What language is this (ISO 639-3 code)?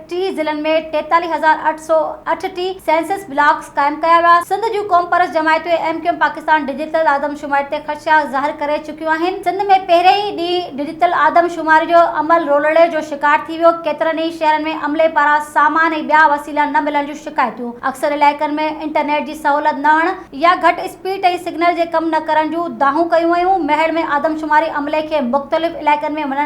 snd